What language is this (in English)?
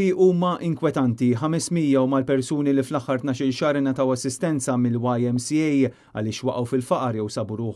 Maltese